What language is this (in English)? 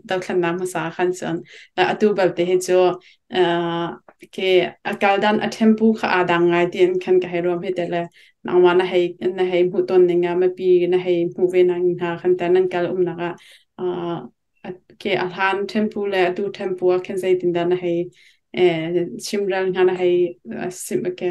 Hakha Chin